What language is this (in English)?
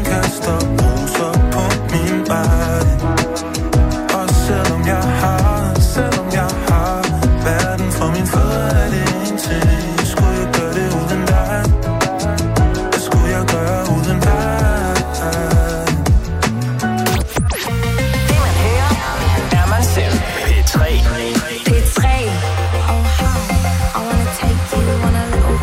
Danish